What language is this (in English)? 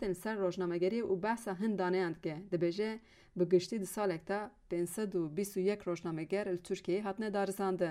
Kurdish